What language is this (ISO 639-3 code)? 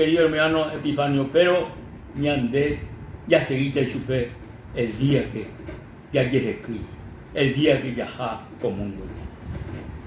grn